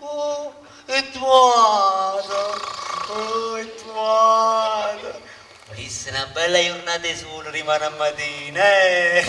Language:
Neapolitan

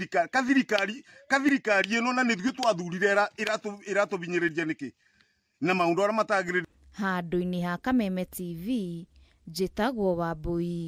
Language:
Kikuyu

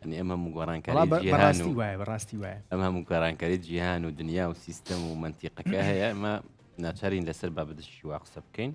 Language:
Central Kurdish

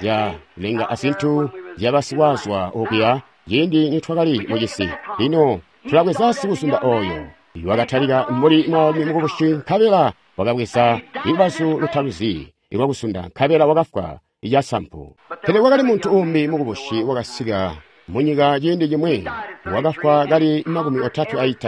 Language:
Tonga (Zambia)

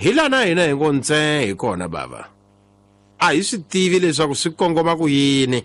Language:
Tsonga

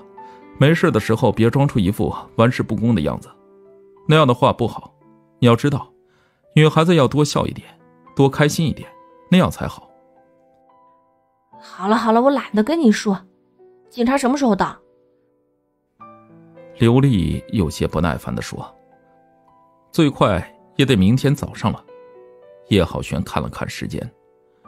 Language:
Chinese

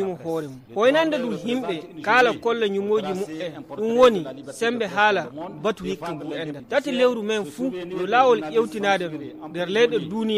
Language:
Fula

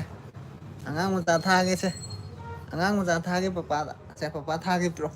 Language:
Manipuri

